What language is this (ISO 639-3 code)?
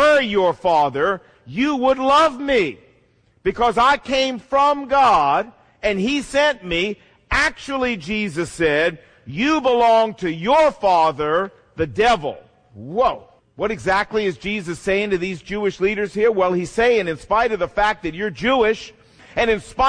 eng